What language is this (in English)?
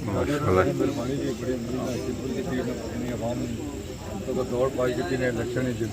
Pahari-Potwari